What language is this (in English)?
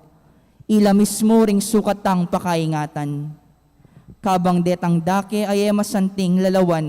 Pampanga